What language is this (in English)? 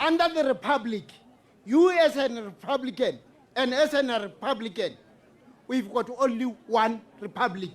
Tswana